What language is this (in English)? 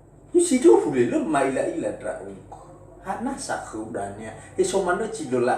Nias